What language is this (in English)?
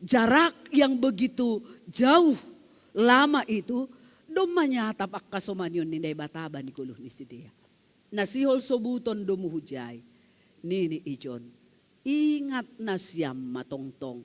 Batak Simalungun